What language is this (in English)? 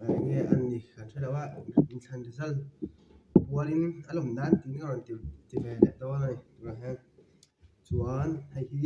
Mizo